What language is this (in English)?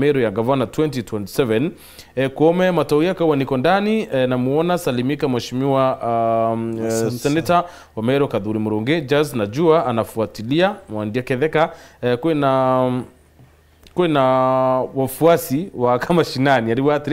Meru